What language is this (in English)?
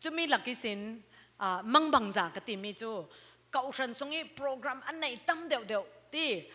Falam Chin